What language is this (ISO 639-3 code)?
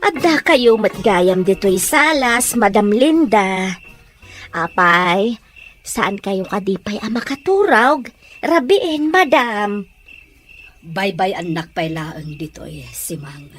ilo